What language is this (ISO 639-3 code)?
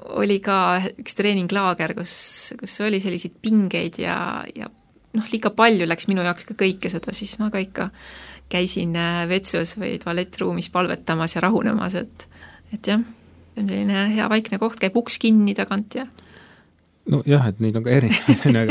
est